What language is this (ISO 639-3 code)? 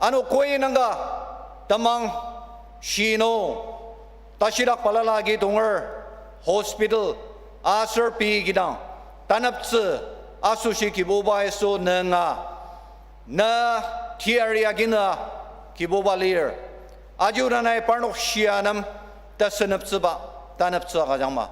njo